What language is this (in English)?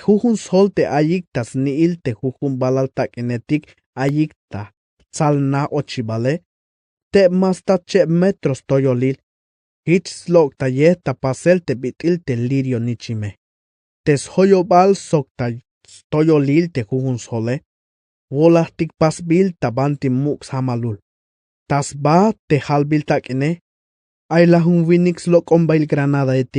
Tzeltal